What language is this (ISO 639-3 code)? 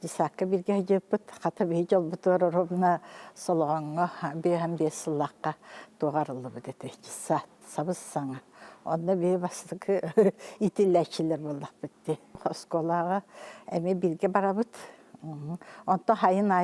sah